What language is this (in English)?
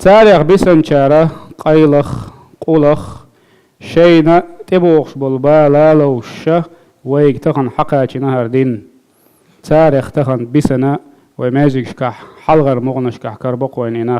Chechen